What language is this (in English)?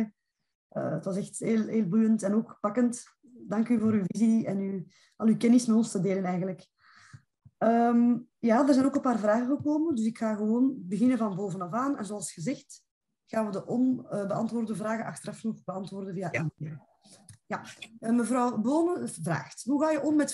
Dutch